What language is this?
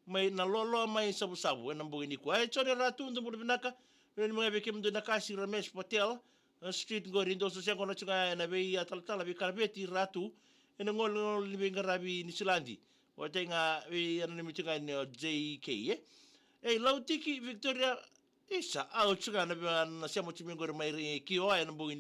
Fijian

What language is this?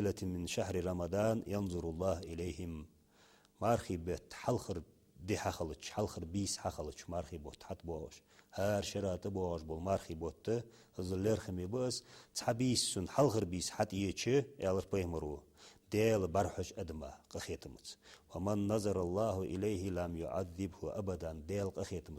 Ingush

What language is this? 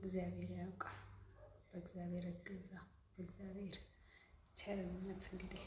Amharic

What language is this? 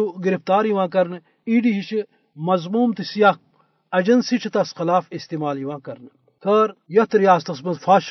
Kashmiri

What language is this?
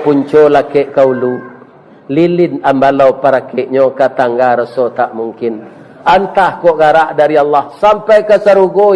Minangkabau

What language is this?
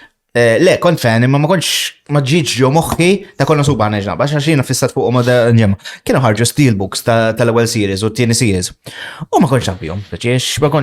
Maltese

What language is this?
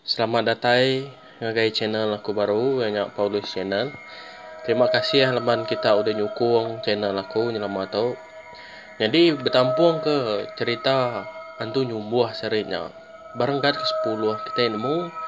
Iban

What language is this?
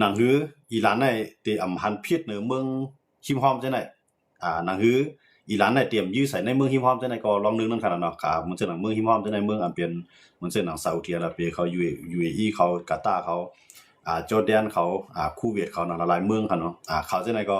Shan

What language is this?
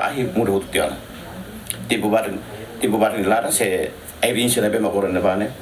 Tetum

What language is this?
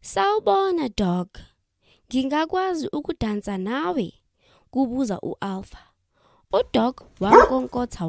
Zulu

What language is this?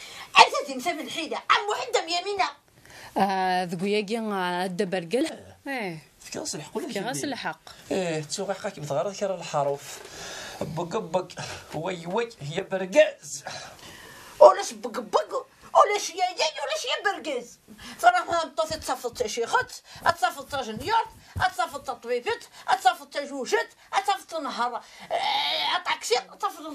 Kabyle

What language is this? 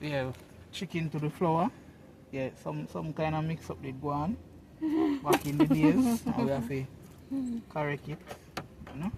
Jamaican Creole English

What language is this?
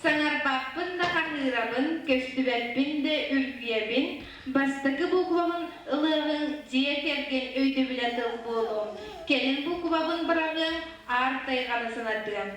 Yakut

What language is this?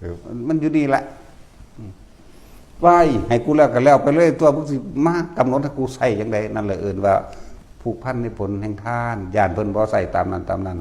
Northeastern Thai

